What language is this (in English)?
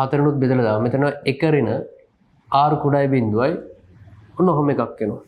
Sinhala